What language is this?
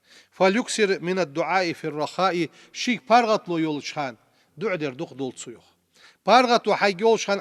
Ingush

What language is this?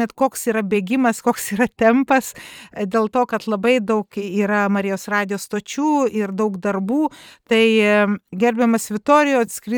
Lithuanian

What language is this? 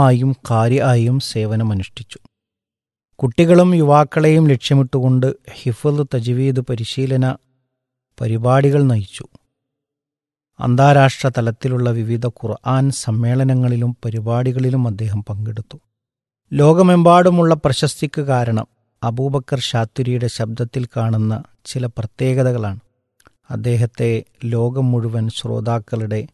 Malayalam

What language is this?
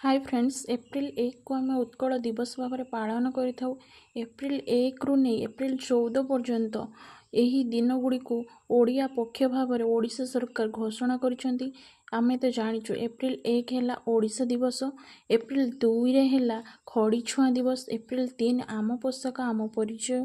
Odia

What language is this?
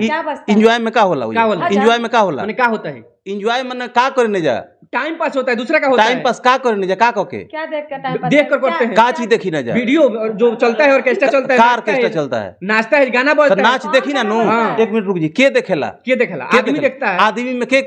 Bhojpuri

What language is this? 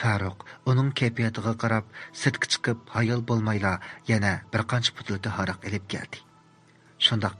Uyghur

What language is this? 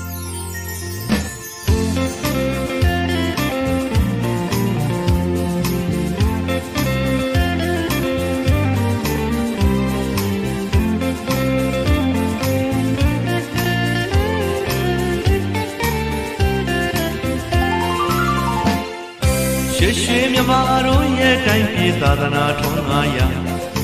Burmese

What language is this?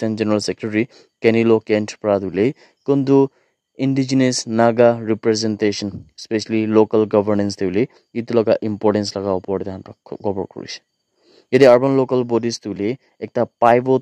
Naga Pidgin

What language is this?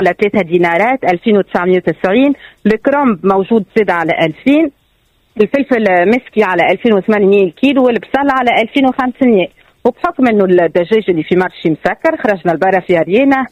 Tunisian Arabic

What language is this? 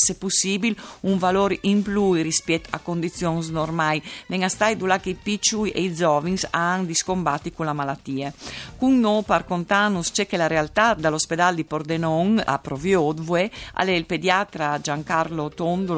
Friulian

